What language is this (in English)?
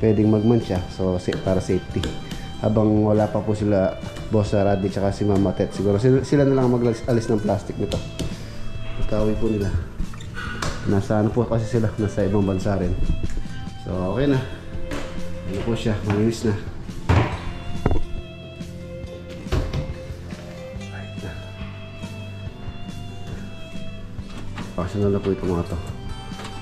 Filipino